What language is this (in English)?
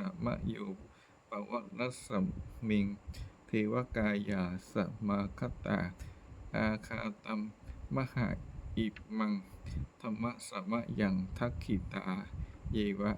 Pali